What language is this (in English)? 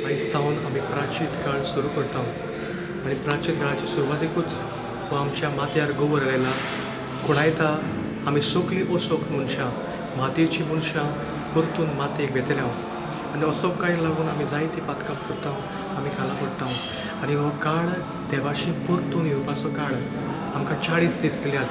Konkani